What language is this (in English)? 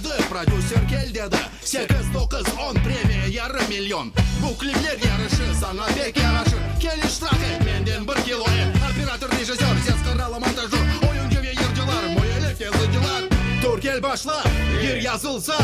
Crimean Tatar